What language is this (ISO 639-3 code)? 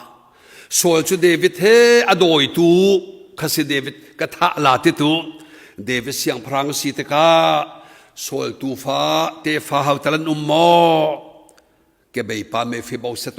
cnh